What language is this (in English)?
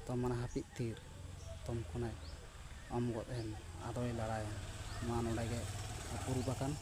Santali